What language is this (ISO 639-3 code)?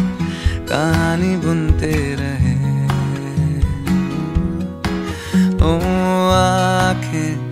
hin